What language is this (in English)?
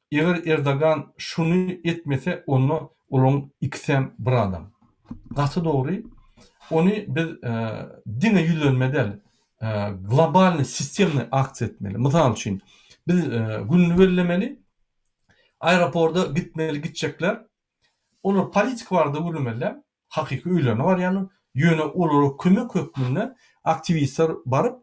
Turkmen